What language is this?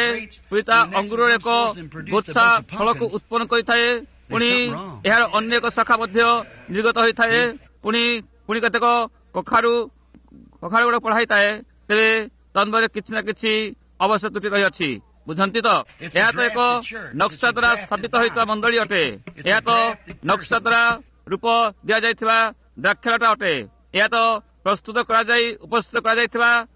Odia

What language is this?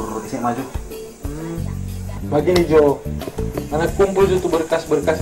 Manado Malay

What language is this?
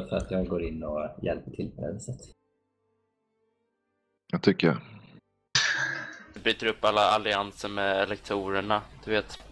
Swedish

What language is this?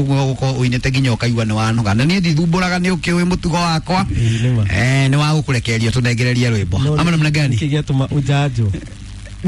Kikuyu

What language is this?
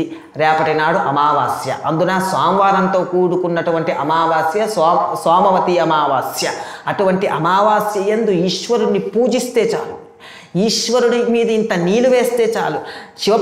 Telugu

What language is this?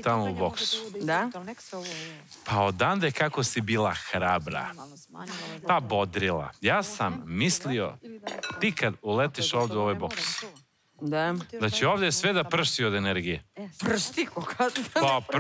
Serbian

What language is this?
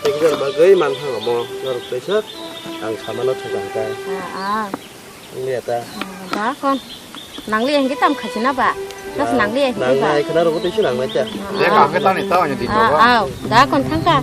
Kok Borok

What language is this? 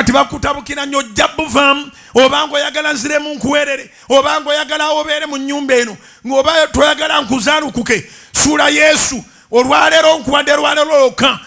Ganda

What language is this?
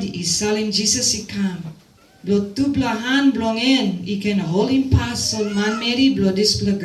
Tok Pisin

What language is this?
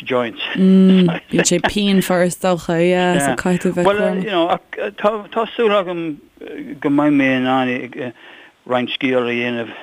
Irish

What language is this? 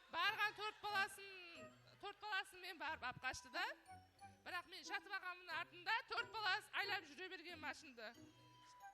Kara-Kalpak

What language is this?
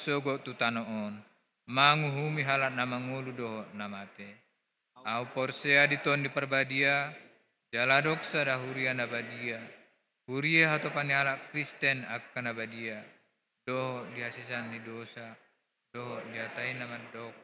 Batak Toba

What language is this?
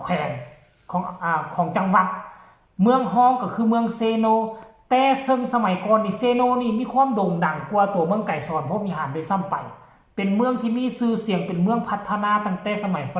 Lao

